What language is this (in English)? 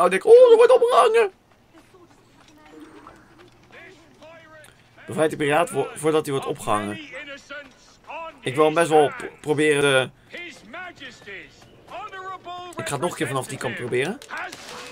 Dutch